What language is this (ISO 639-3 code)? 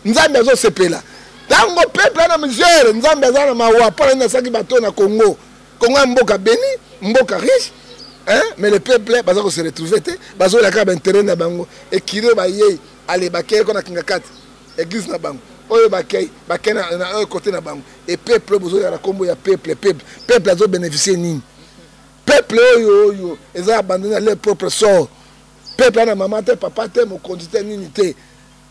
lin